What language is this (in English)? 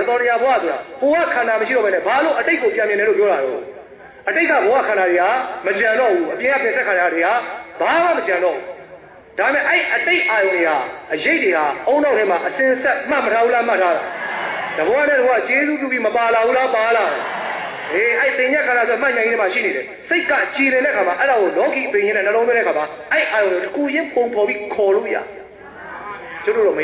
Burmese